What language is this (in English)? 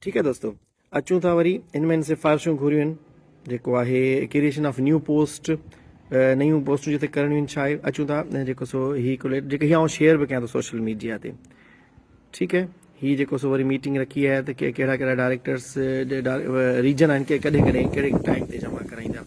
Sindhi